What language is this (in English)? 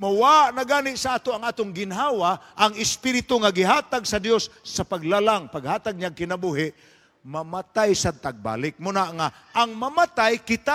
Cebuano